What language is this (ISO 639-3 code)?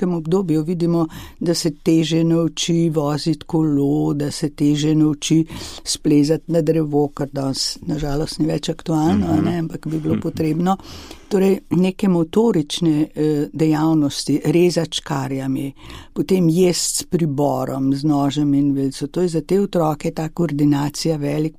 slv